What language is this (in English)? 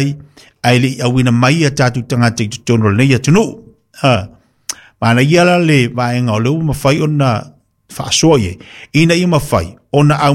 Samoan